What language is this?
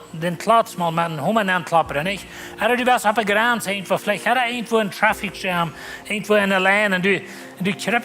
Plautdietsch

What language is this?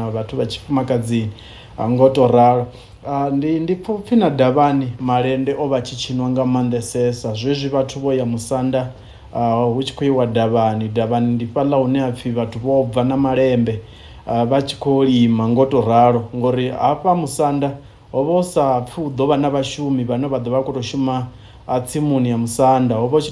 Venda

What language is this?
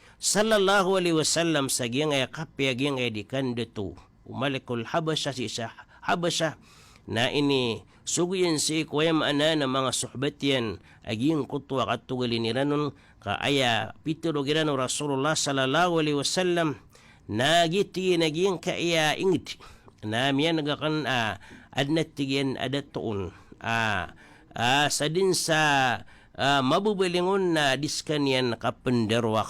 Maranao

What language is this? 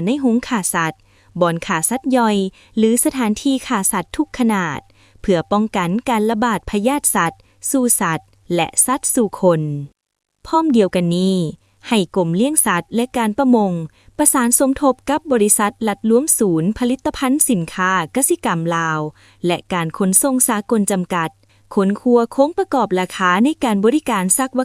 Lao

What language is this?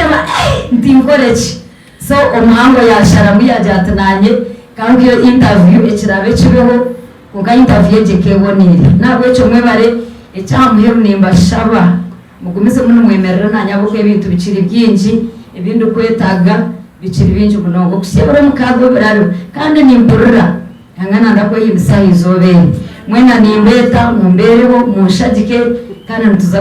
Nyankole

